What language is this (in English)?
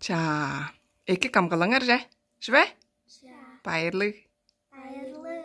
Tuvinian